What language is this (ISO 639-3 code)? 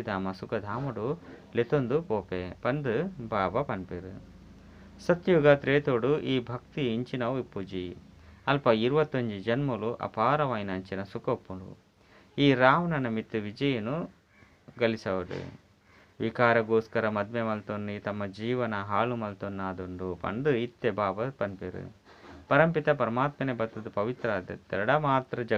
tcy